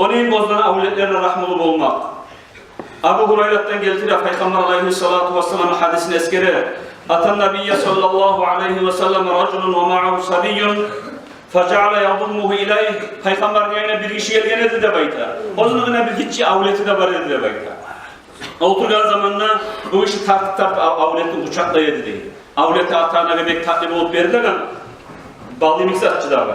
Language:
Kumyk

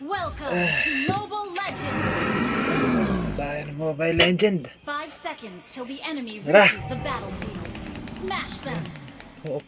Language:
Cebuano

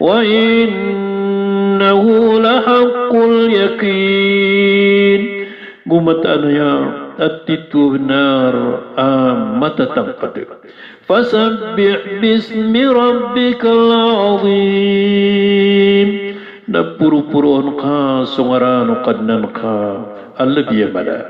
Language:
Maranao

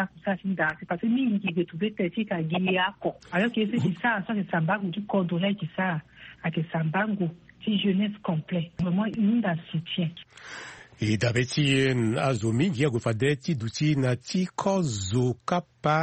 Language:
Sango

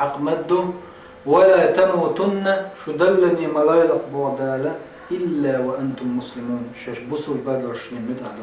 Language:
Chechen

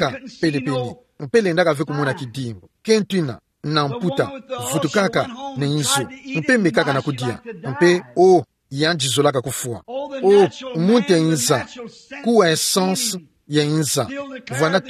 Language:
Kituba (Democratic Republic of Congo)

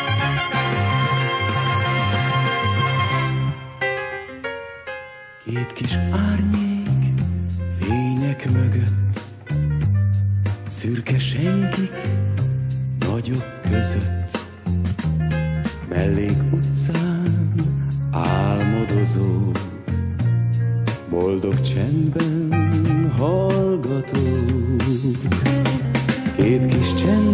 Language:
Hungarian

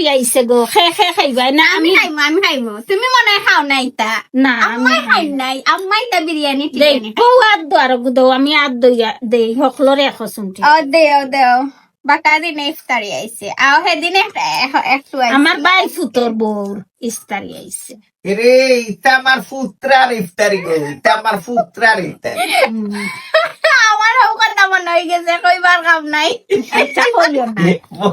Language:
Sylheti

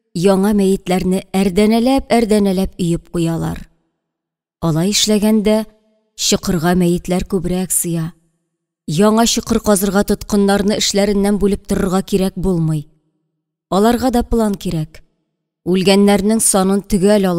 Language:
Tatar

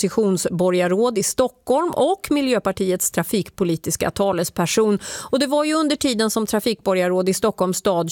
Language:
Swedish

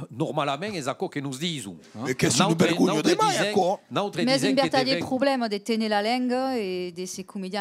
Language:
Occitan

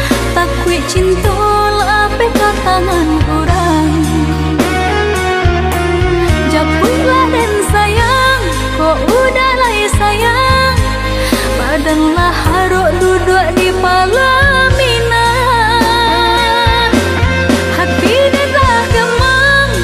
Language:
Minangkabau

